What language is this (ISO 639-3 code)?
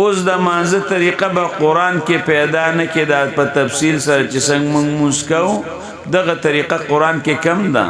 pus